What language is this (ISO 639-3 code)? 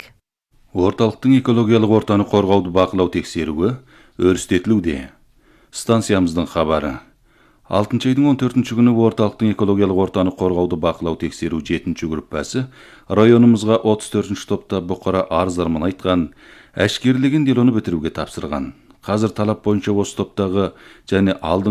kaz